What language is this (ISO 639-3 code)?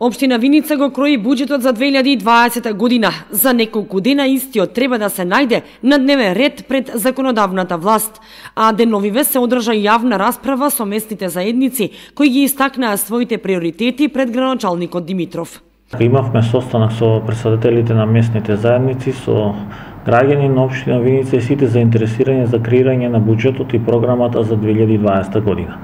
mkd